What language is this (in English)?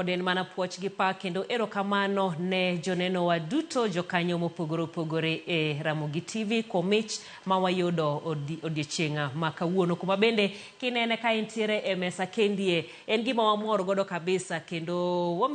Luo (Kenya and Tanzania)